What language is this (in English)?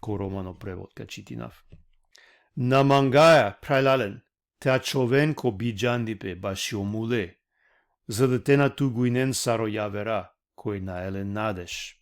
Balkan Romani